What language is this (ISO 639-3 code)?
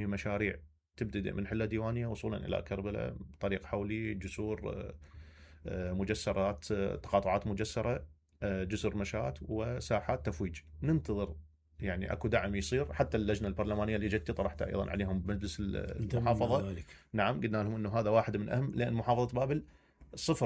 acm